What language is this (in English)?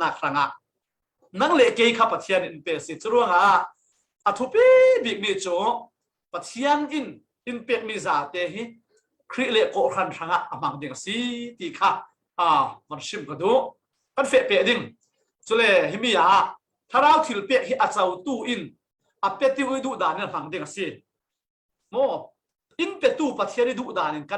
Falam Chin